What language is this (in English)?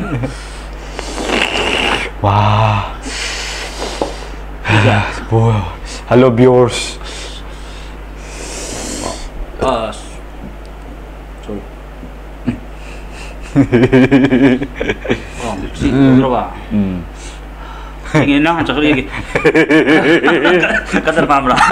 Malay